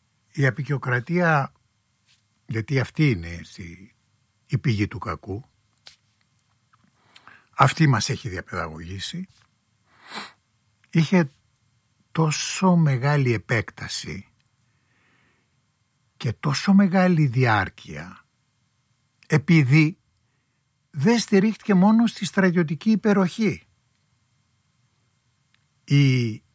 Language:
Greek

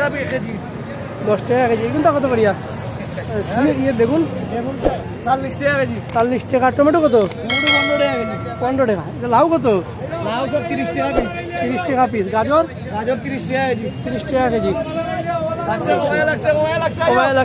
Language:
Sylheti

